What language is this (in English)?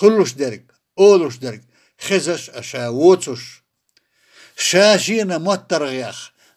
Chechen